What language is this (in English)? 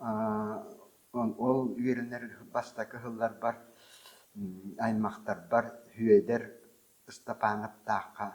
Yakut